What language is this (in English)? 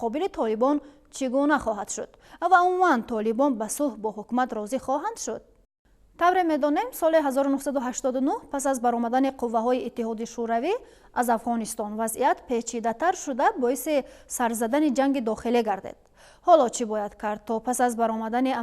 Tajik